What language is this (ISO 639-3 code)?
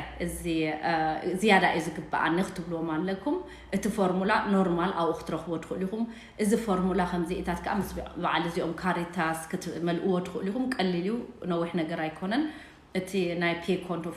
tir